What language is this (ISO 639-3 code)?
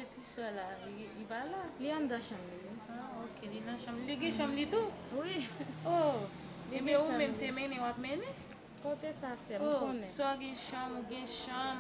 hat